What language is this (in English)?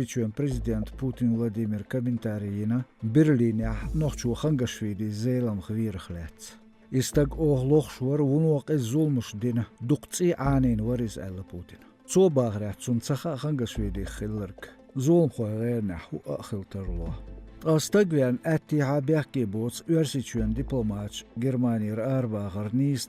Chechen